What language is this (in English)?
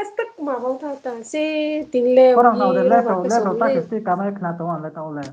Riang (India)